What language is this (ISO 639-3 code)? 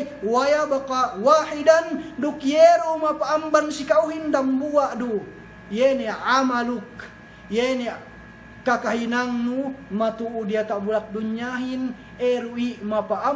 yka